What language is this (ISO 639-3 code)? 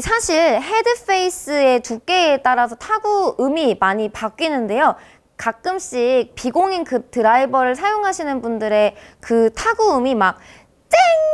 kor